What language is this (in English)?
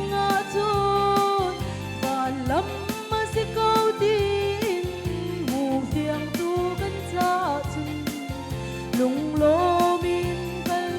Hakha Chin